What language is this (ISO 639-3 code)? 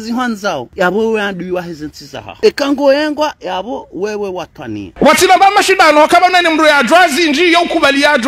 zdj